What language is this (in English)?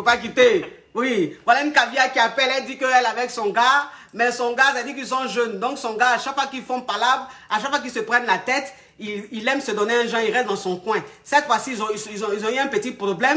French